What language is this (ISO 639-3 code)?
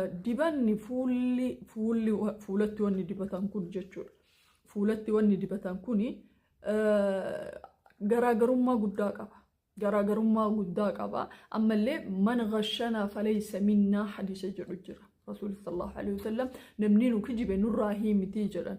orm